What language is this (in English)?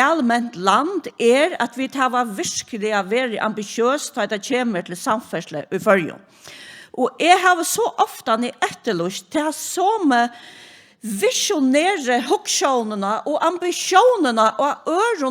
Faroese